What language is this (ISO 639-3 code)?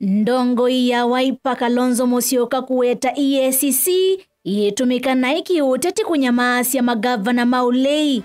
kam